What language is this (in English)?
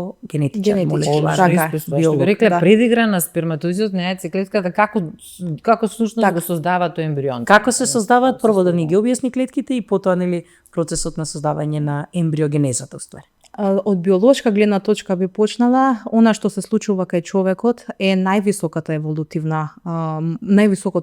Macedonian